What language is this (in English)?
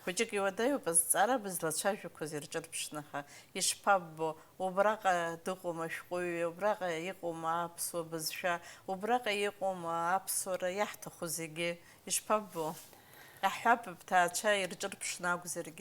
Abkhazian